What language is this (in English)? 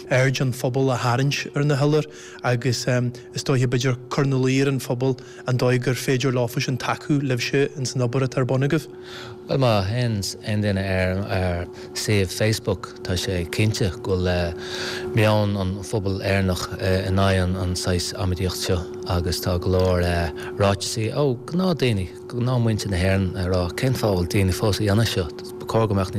Irish